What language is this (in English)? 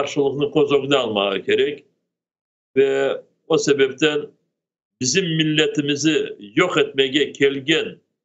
Crimean Tatar